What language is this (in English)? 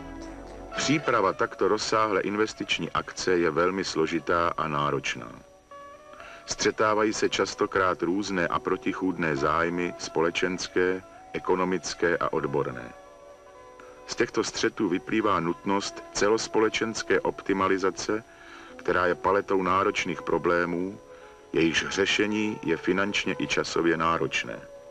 Czech